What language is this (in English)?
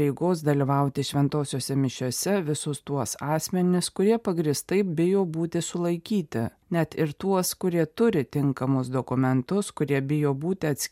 Lithuanian